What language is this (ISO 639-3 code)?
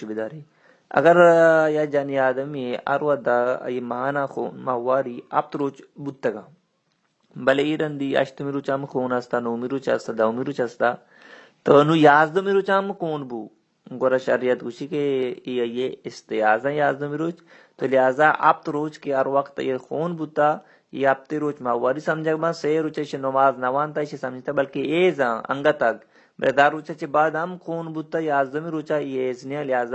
bal